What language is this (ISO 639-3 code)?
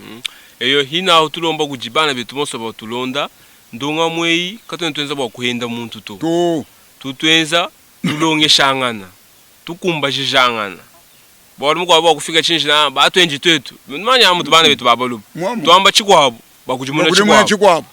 lua